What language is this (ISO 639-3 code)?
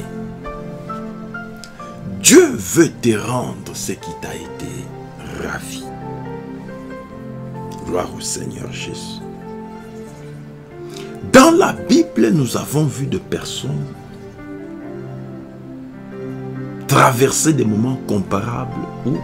fra